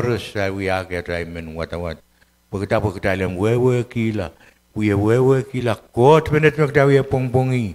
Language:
Pohnpeian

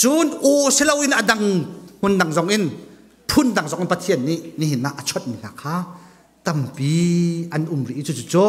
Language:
Hakha Chin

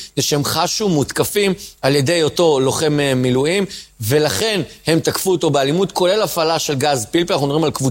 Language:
Hebrew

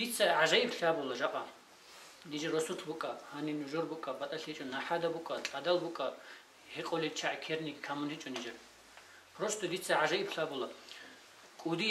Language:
Avaric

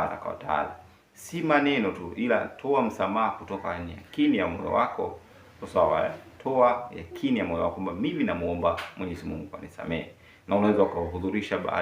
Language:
Swahili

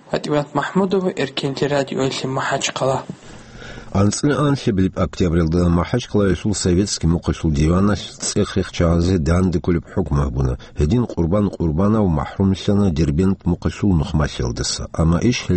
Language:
Avaric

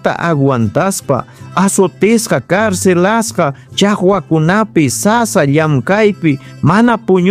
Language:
Ayacucho Quechua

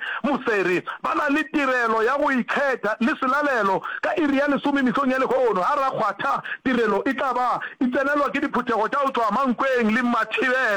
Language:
Northern Sotho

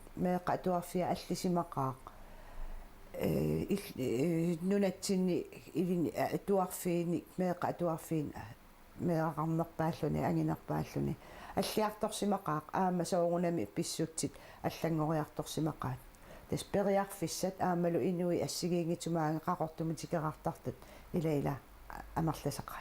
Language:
Kalaallisut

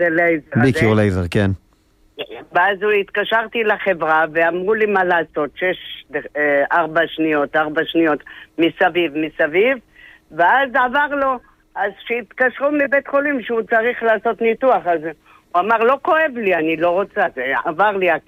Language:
Hebrew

